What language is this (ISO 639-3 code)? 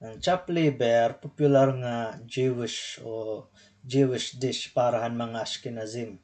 war